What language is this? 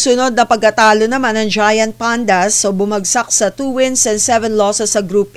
Filipino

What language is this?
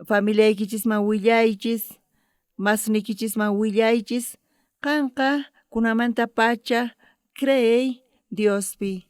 South Bolivian Quechua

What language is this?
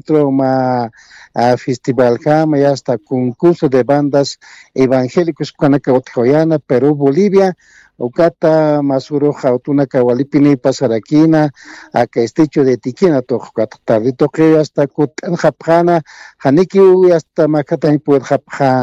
Aymara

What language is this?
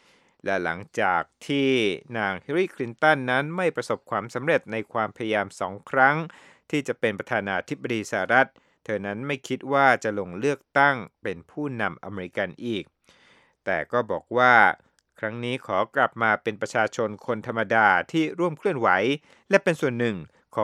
Thai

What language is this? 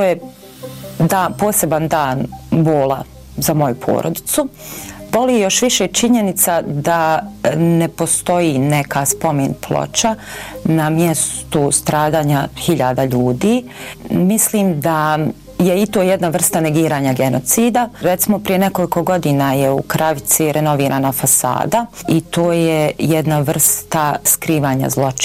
Bosnian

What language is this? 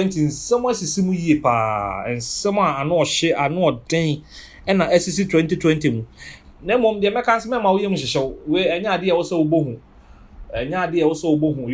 Akan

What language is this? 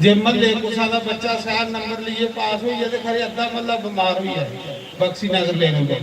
Dogri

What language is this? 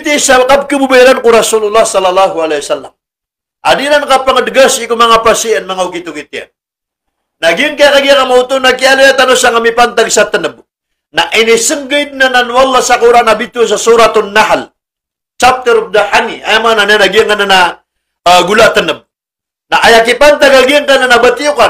Maranao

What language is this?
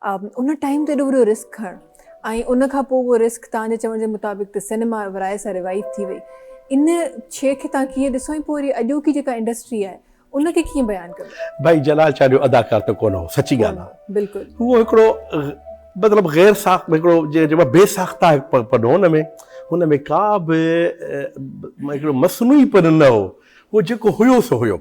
Sindhi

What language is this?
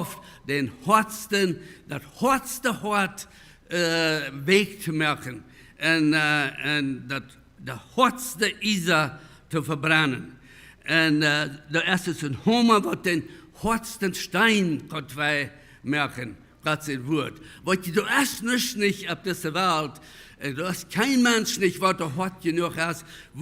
Plautdietsch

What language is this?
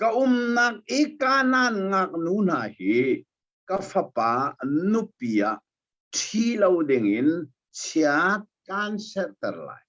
Hakha Chin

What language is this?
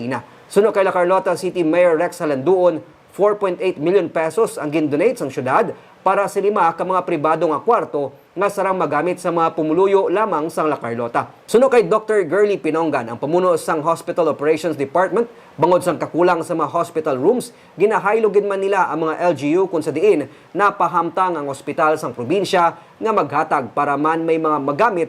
Hiligaynon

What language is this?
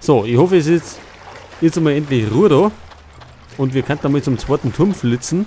Bavarian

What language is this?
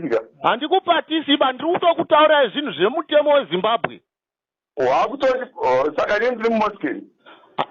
Shona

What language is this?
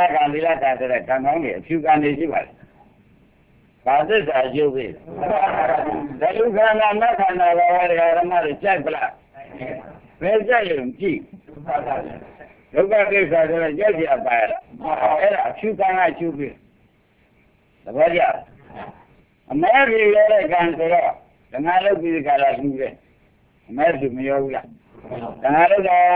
Burmese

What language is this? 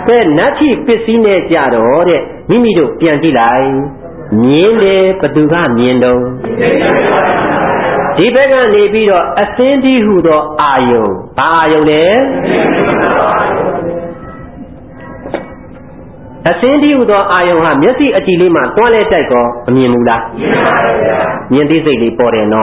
Burmese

